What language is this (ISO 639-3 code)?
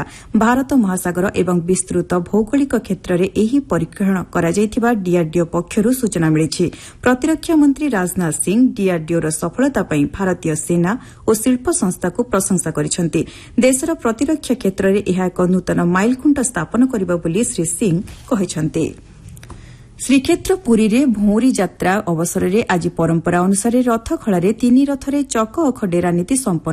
ori